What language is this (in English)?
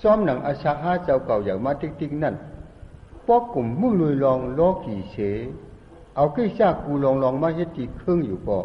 Shan